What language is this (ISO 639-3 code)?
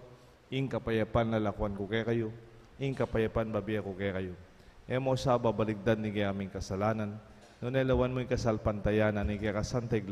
pam